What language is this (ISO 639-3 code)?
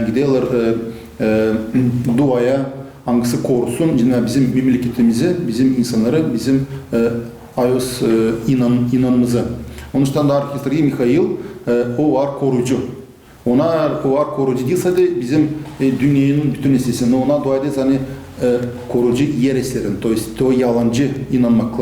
gag